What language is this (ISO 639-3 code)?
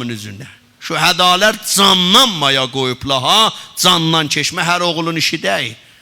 azb